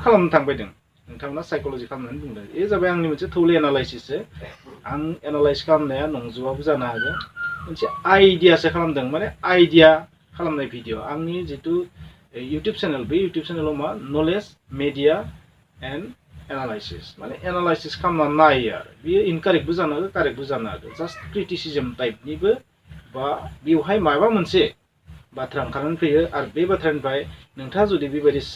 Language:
Bodo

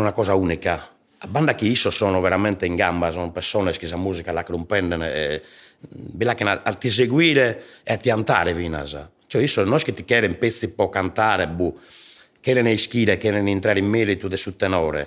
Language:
Sardinian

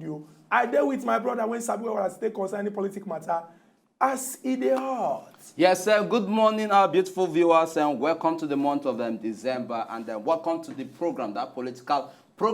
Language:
Nigerian Pidgin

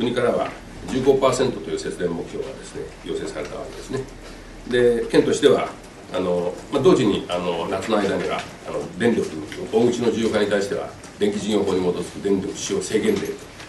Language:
Japanese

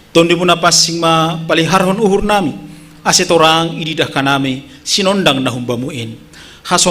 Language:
Batak Simalungun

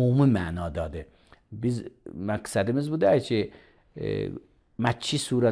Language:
Azerbaijani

